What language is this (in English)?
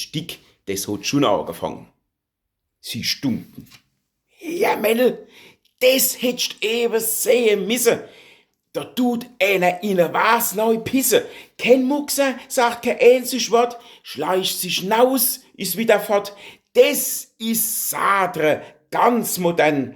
Palatine German